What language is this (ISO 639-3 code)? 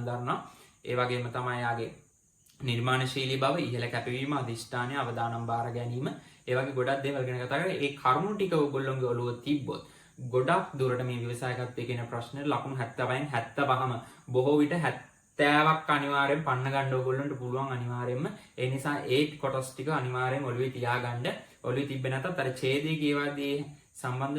sin